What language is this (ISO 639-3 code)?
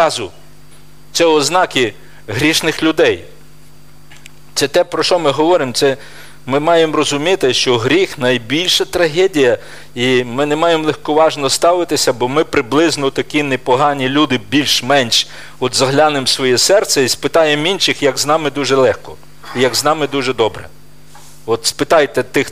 ukr